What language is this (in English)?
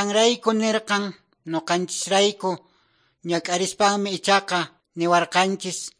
Quechua